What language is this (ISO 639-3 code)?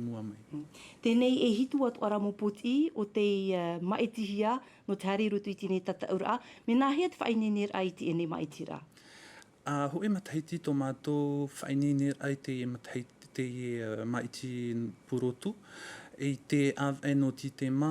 tah